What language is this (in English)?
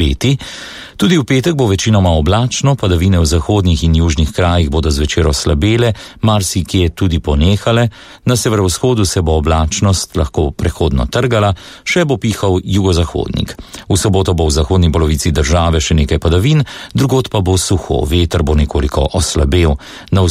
Slovenian